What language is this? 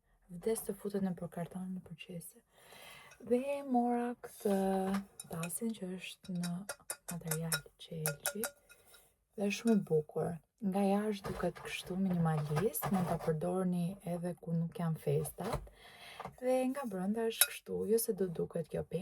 Albanian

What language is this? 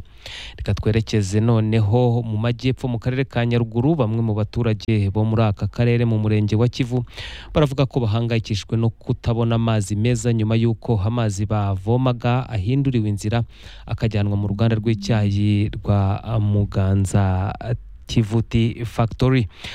Kinyarwanda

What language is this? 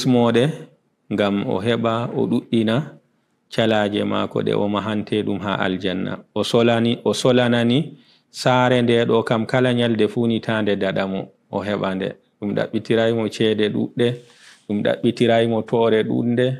Fula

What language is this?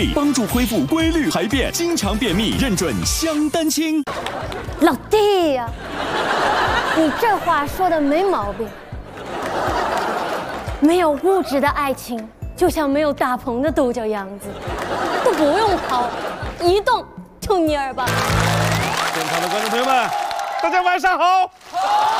Chinese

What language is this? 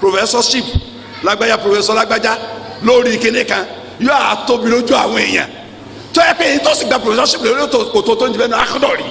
Yoruba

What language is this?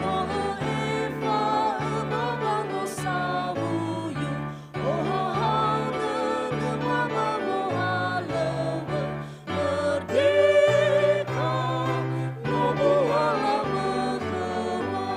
Nias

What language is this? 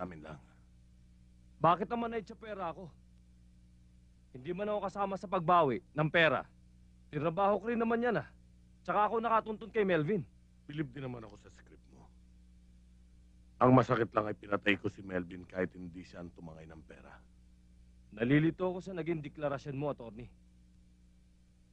Filipino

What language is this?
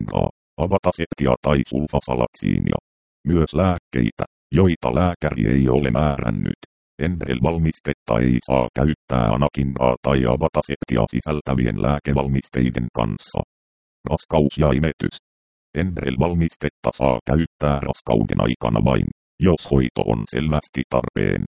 Finnish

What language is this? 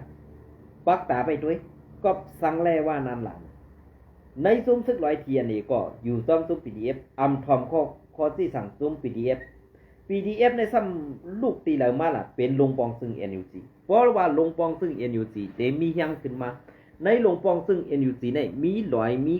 Shan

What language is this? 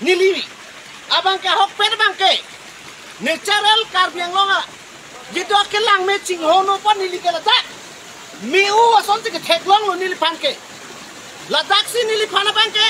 Karbi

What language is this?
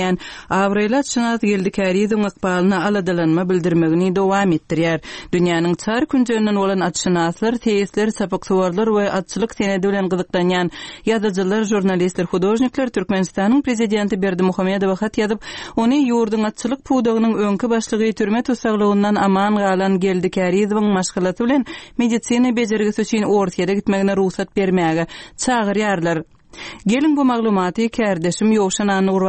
Turkmen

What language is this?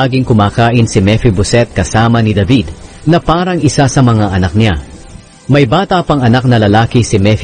Filipino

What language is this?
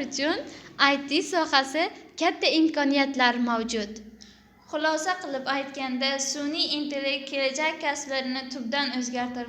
Uzbek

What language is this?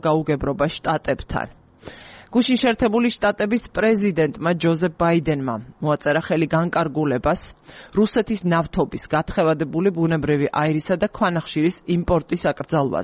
Georgian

